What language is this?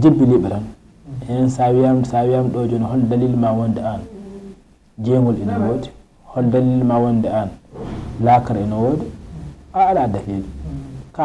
Fula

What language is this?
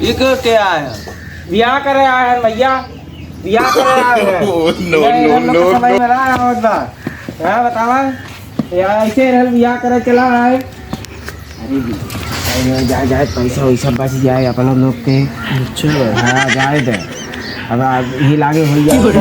Awadhi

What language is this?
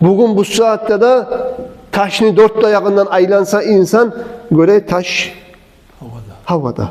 Kumyk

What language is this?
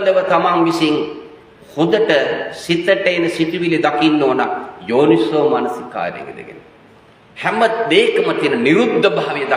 Sinhala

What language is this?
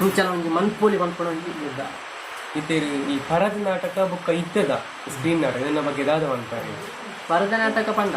Tulu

